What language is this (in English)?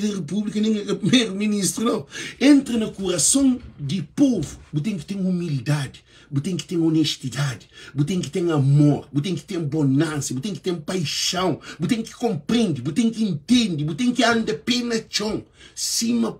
Kabuverdianu